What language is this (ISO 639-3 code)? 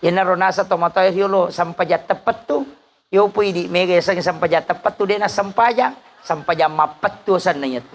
bug